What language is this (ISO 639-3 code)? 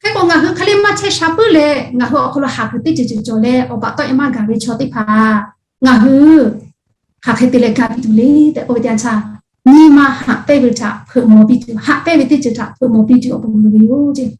lhu